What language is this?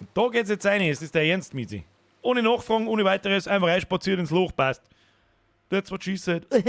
Bavarian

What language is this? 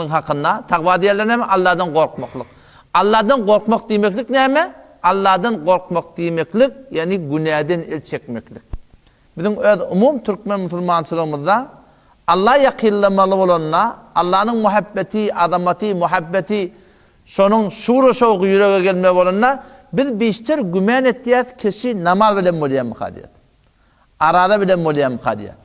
Turkmen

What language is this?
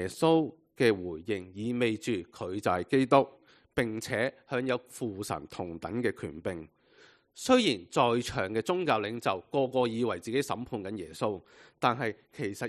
Cantonese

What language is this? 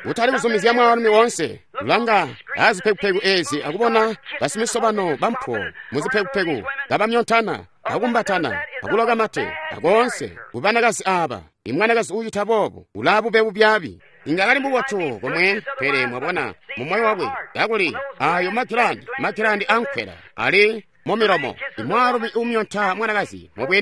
Tonga (Zambia)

